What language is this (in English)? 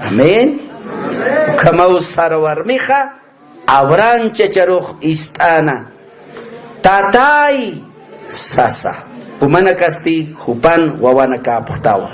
Aymara